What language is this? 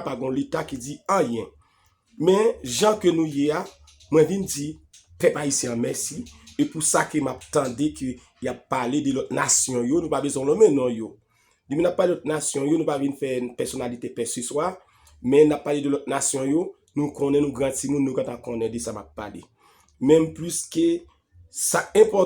Haitian Creole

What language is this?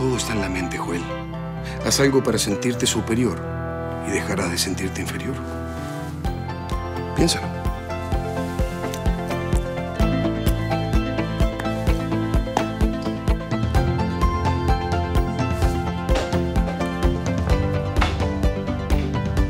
Spanish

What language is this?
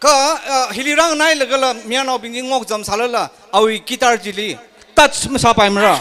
Tangkhul Naga (India)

